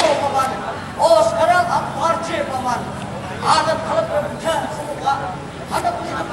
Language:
Banjar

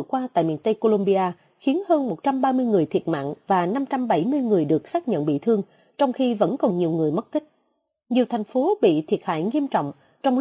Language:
Vietnamese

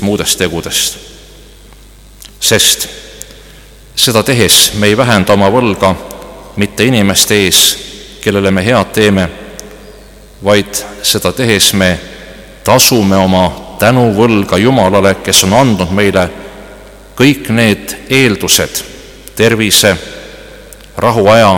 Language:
Estonian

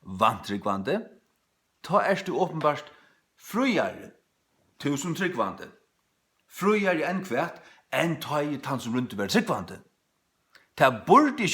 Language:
Faroese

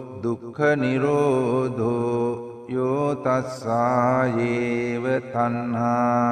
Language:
Sinhala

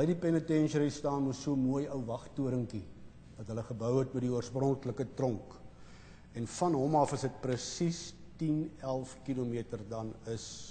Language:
Afrikaans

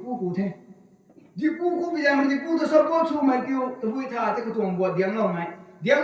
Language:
Rongmei Naga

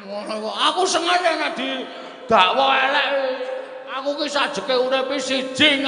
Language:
Javanese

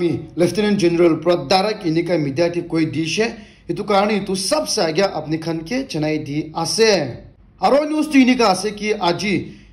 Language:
Naga Pidgin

